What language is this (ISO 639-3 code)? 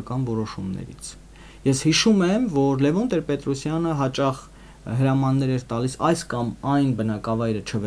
hye